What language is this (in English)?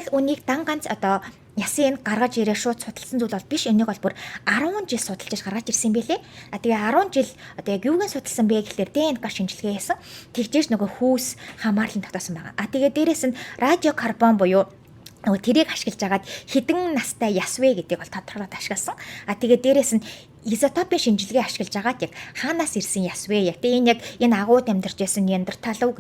Mongolian